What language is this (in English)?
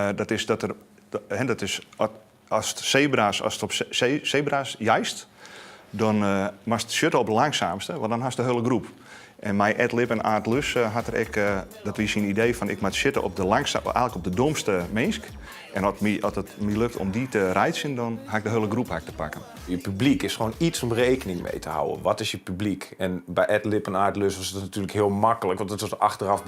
Western Frisian